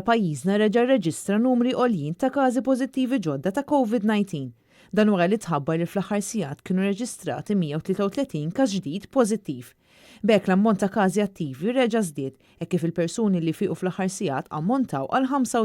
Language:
Maltese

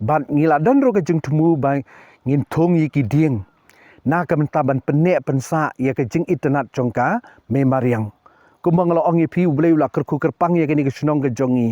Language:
Khasi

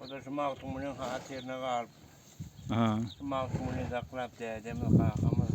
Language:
Turkmen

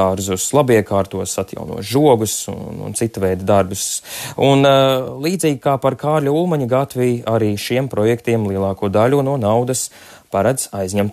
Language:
Latvian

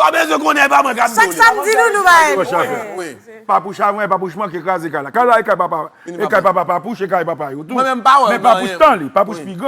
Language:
Haitian Creole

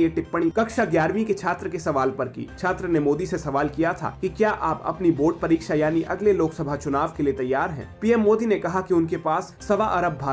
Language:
Hindi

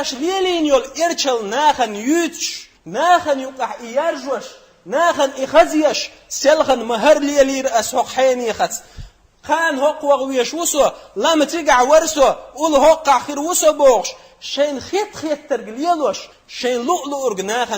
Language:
Chechen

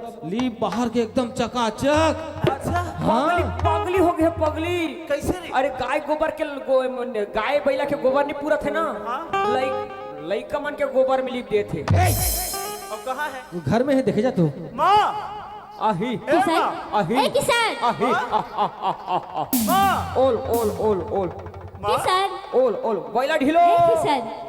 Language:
Chhattisgarhi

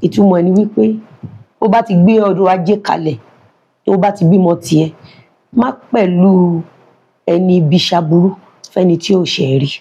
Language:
Yoruba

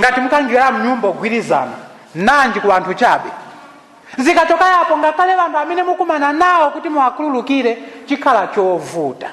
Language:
Nyanja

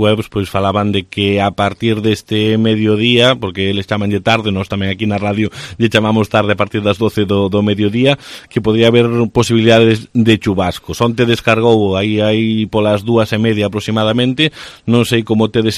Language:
Galician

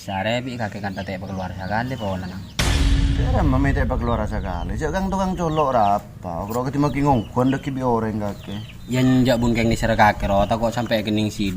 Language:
Madurese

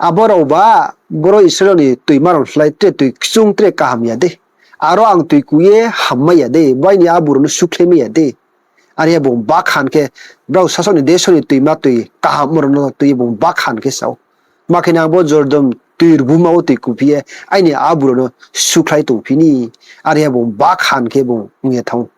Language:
Riang (India)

